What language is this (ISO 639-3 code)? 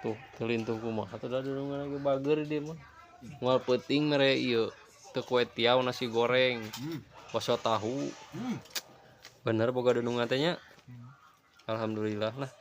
sun